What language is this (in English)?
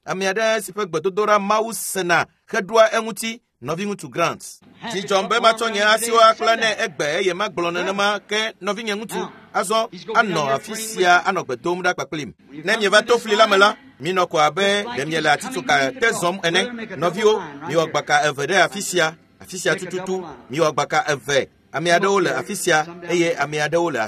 Ewe